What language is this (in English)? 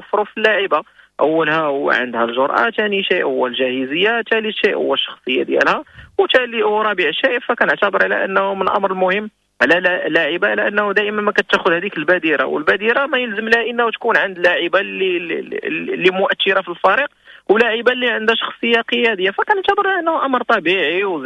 Moroccan Arabic